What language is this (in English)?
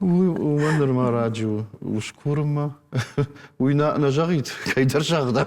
Ossetic